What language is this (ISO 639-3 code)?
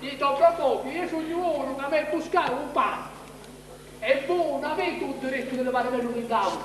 scn